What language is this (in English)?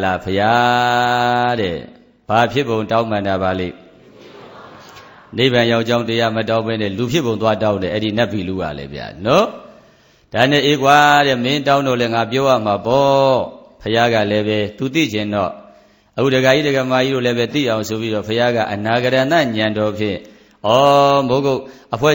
Burmese